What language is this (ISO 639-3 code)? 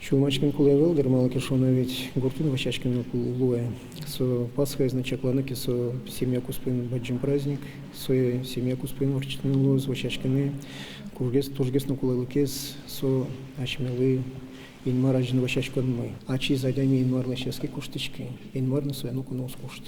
udm